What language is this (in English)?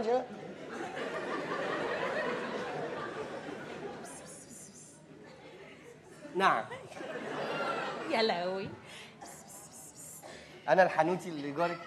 Egyptian Arabic